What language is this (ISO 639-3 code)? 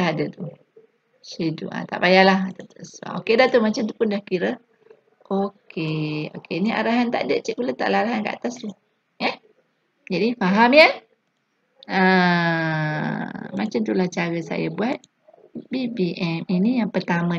msa